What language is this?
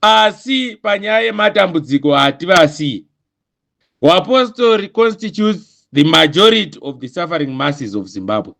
Shona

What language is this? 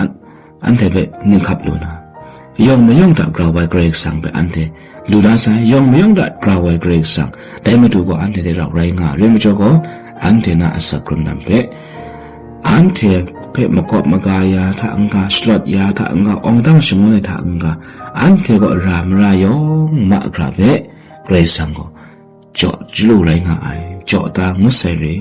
Kachin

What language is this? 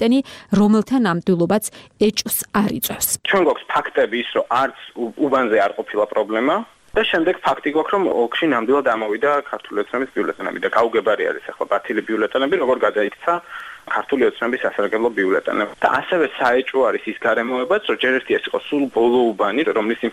Georgian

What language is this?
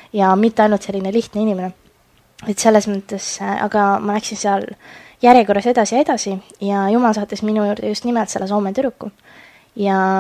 Estonian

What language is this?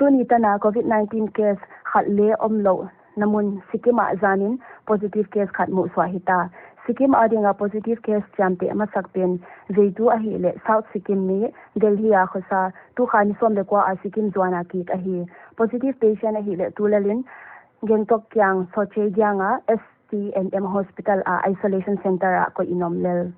Paite Chin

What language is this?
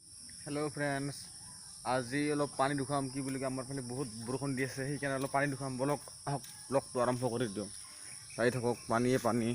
Assamese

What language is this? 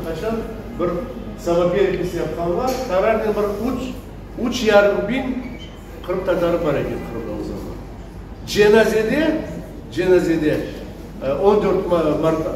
Crimean Tatar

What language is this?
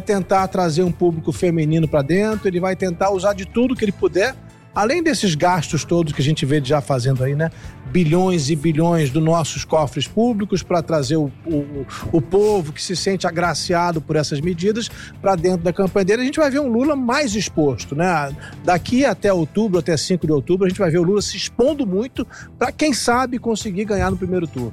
Portuguese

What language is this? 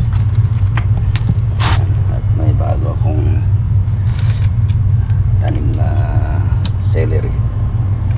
Filipino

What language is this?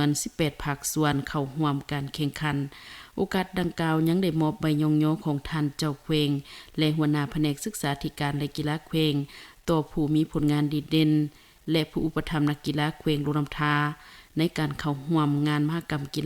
Lao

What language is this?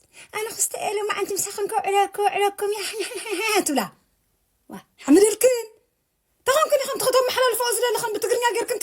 Tigrinya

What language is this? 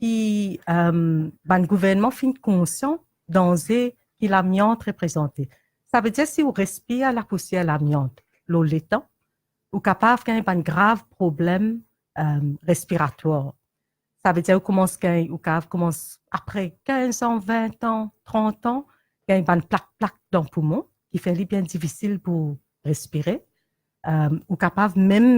Morisyen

